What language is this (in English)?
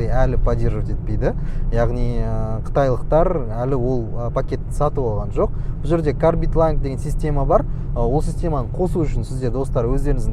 Kazakh